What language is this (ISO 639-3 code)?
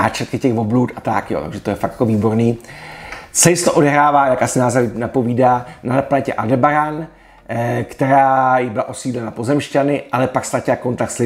ces